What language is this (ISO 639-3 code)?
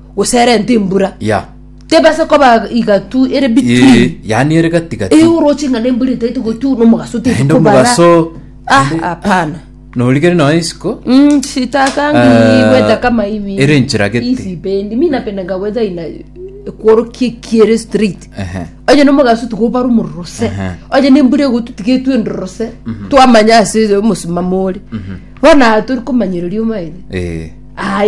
guz